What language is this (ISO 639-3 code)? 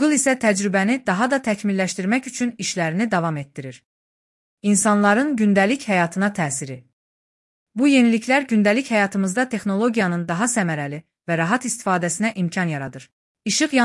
aze